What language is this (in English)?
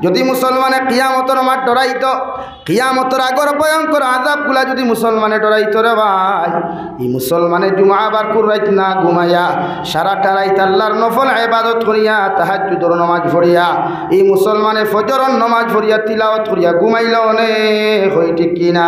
Sylheti